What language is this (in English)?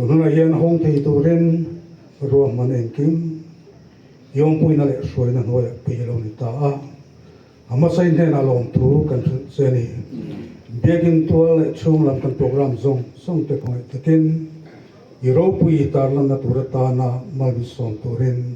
Mizo